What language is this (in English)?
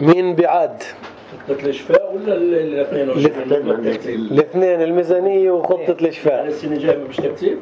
North Levantine Arabic